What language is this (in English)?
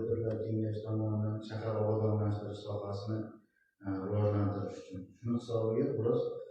Uzbek